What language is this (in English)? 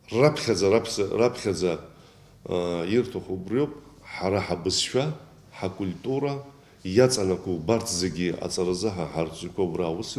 Abkhazian